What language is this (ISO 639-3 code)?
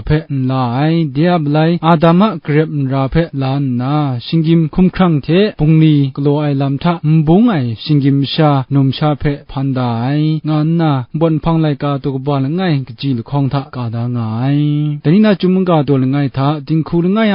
kac